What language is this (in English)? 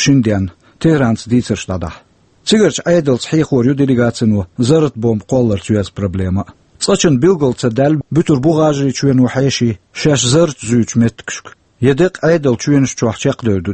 Chechen